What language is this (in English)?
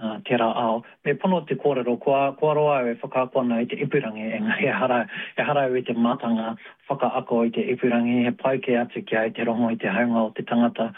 Māori